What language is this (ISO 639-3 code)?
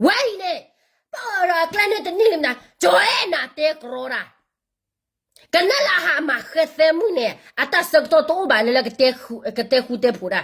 ksw